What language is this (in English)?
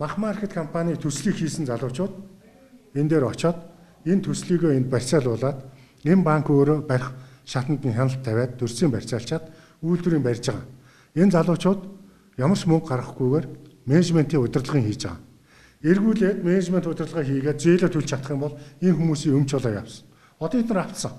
Mongolian